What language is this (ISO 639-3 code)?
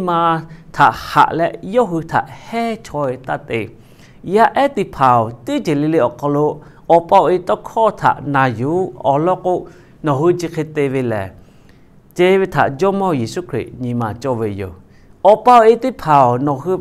lhu